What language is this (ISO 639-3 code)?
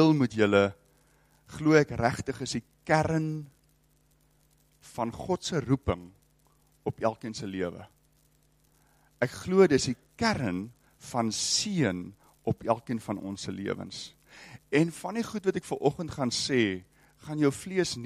afr